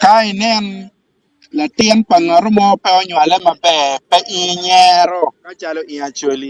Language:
Acoli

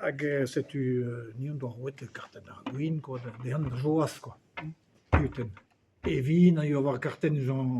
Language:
Breton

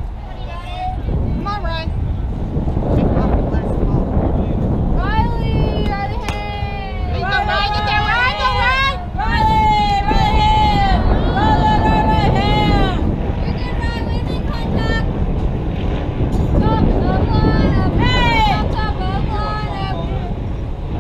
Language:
English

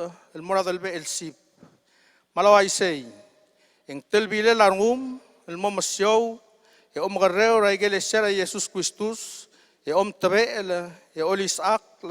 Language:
Palauan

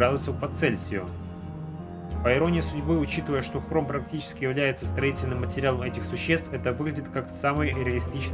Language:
Russian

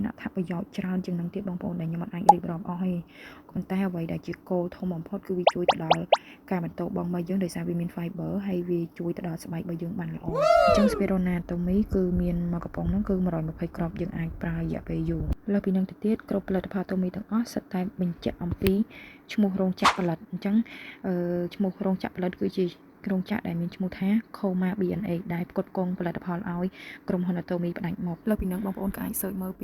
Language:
Khmer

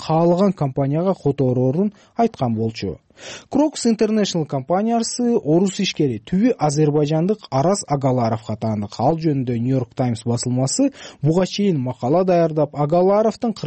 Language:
Kyrgyz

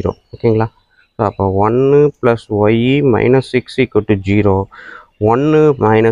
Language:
Tamil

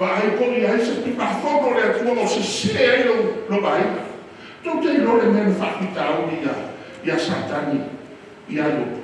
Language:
Samoan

